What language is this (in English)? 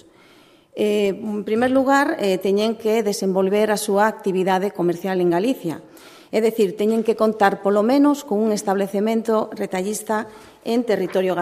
Galician